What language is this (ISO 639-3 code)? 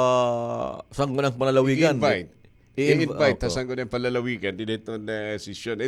war